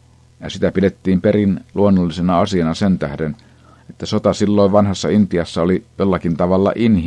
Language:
Finnish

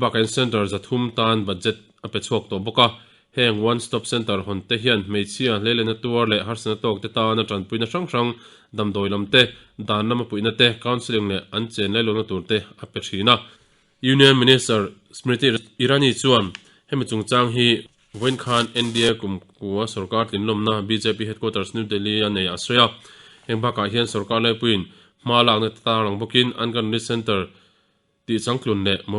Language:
Mizo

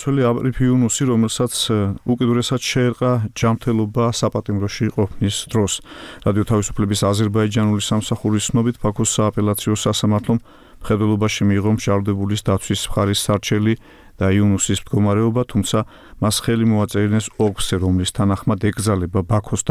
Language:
Georgian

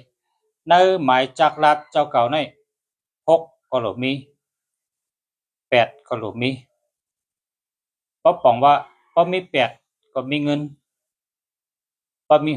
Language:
Shan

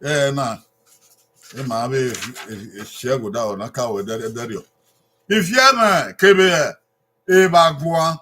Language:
Bini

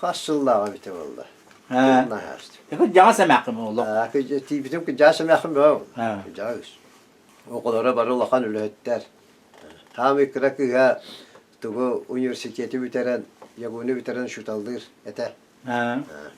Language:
Yakut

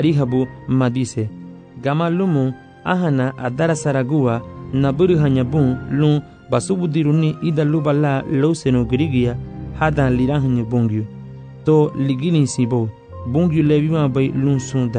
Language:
Garifuna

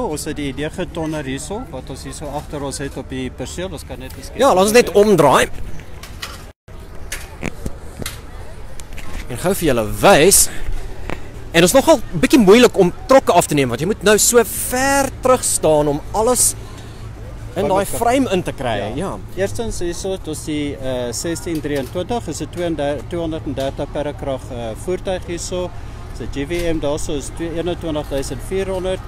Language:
Afrikaans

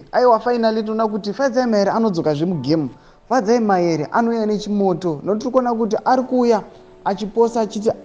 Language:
Shona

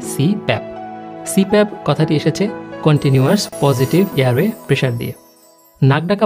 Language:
Bangla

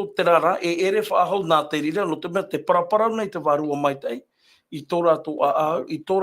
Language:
Tahitian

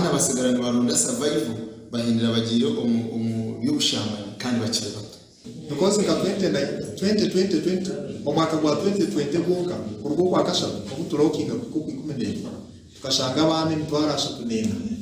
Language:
Nyankole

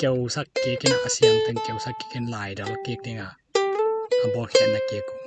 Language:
Tedim Chin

